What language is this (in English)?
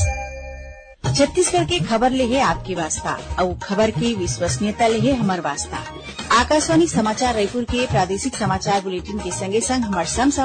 Chhattisgarhi